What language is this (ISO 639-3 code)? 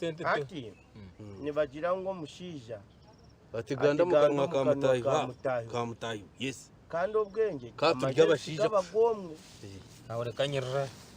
nyn